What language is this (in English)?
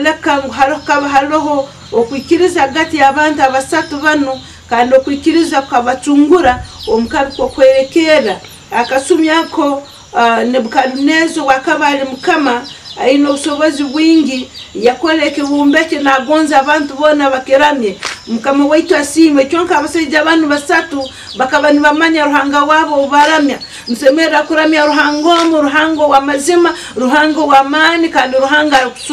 Nyankole